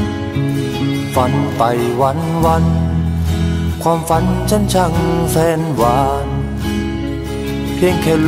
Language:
Thai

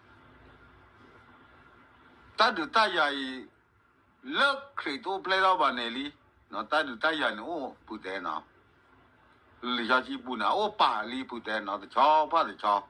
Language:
S'gaw Karen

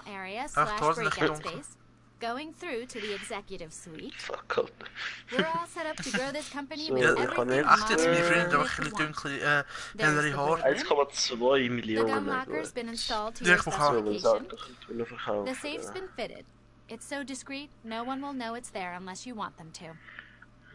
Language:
Swiss German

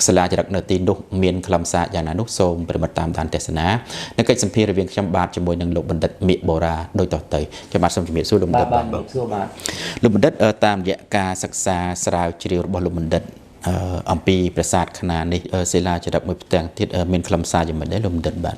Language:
Khmer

